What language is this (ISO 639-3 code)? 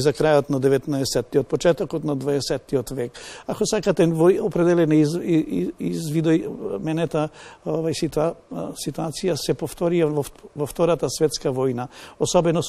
mkd